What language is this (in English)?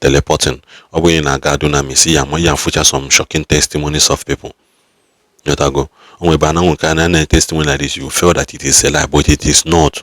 Igbo